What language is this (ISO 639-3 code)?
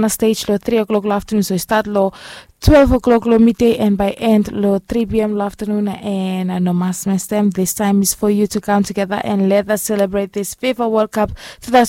bis